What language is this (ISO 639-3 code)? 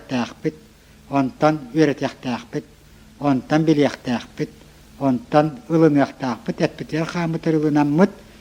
sah